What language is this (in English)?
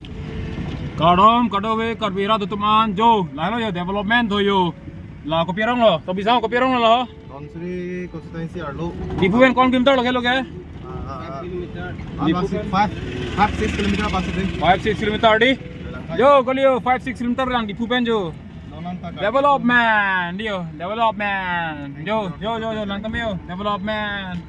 Karbi